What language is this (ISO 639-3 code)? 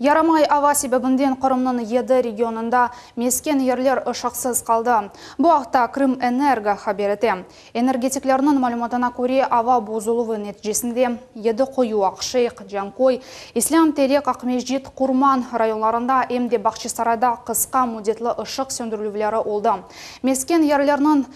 crh